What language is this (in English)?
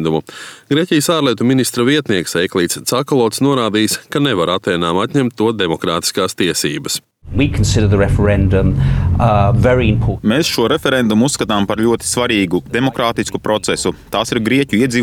Latvian